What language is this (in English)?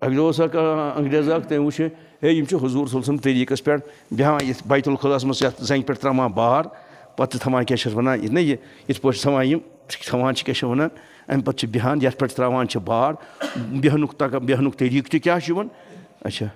Kashmiri